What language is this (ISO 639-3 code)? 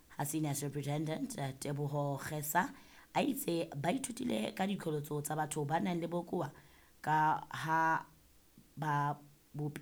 sot